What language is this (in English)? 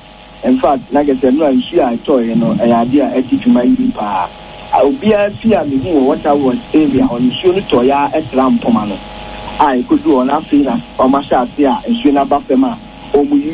Akan